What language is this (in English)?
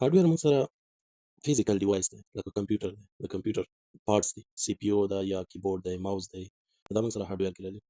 Pashto